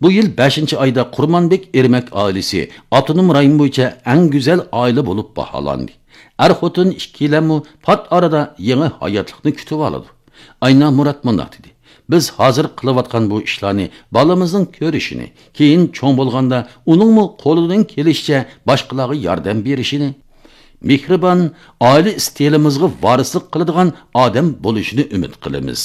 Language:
Uyghur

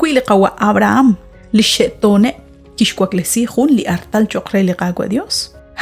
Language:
Kekchí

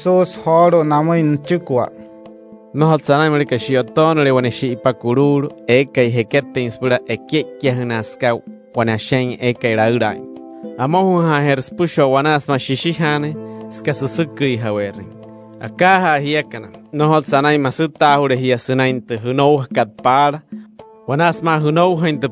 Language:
Wayuu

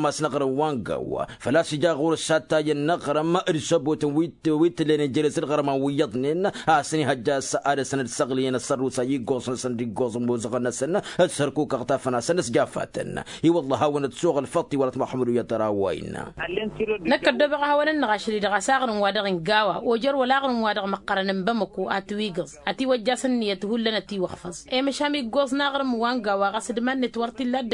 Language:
Tamasheq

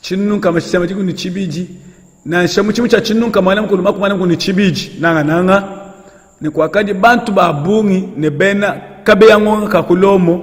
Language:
Luba-Lulua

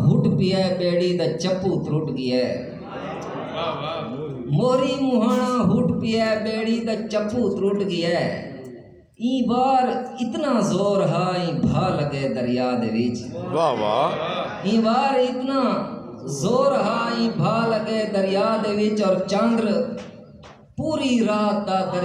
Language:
Saraiki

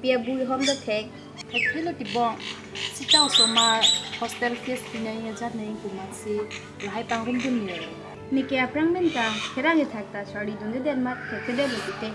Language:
Karbi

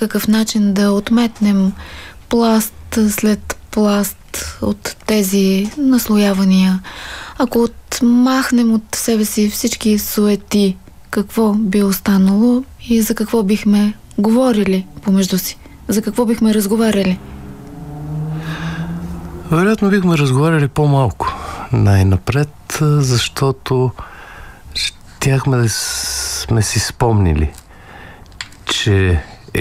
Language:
Bulgarian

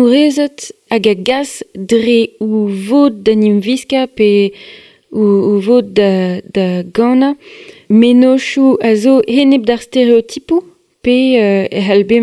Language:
Breton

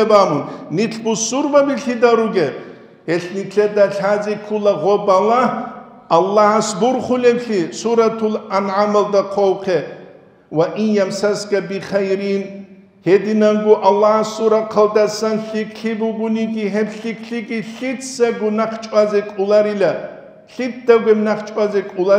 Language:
Avaric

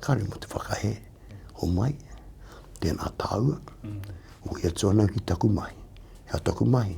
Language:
Māori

